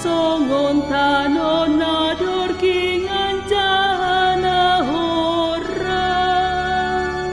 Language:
Batak Simalungun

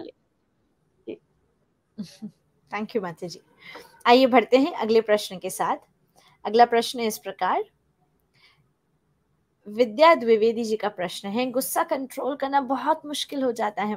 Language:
Hindi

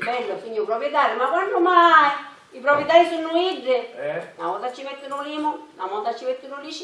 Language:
Sicilian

